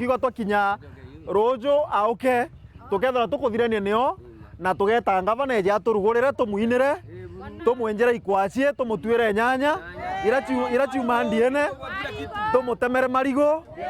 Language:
Meru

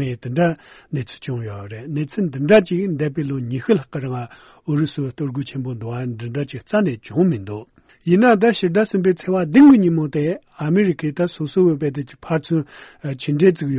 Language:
Tibetan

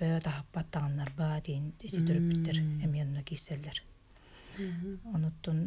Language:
Yakut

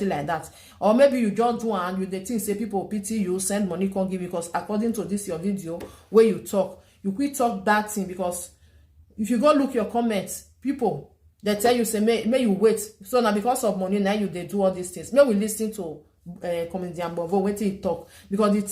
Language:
Nigerian Pidgin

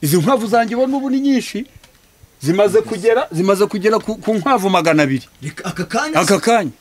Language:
Kinyarwanda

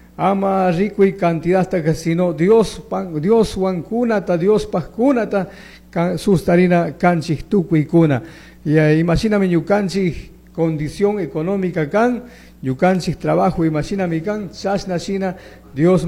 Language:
Chimborazo Highland Quichua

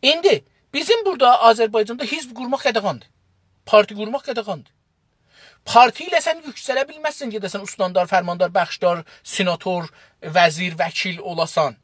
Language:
South Azerbaijani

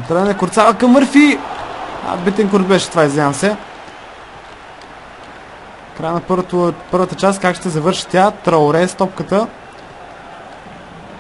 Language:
Bulgarian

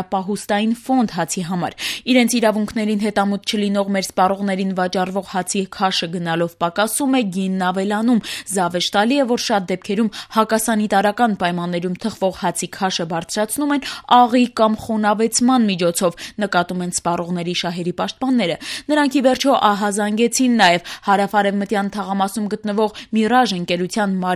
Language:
Armenian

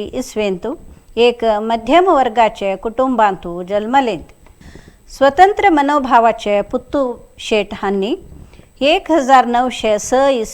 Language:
Konkani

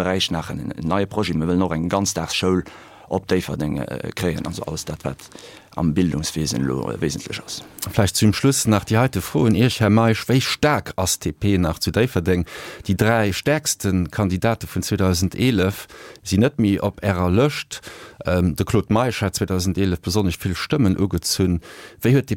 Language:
Luxembourgish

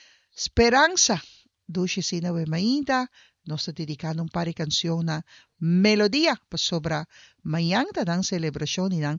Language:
Papiamento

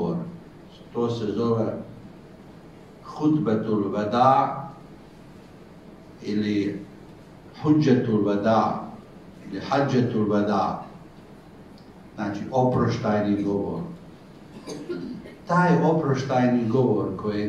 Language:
Bosnian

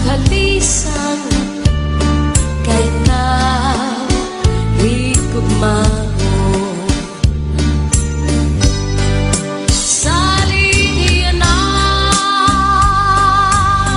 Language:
Waray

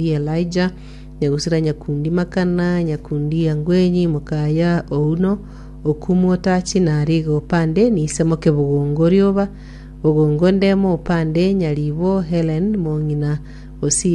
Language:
Gusii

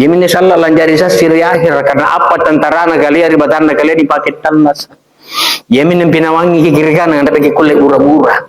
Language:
Makasar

